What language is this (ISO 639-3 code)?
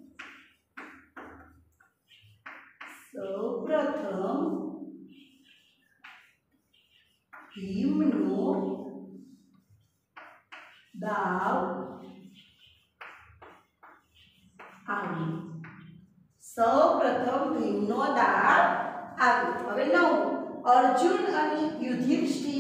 guj